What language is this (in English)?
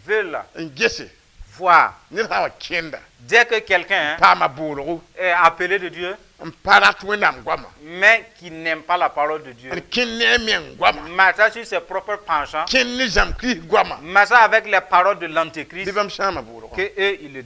Mossi